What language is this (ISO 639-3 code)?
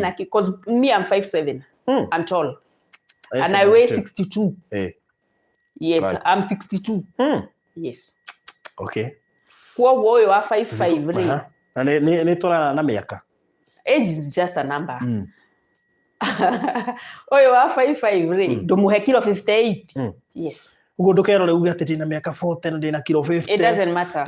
kik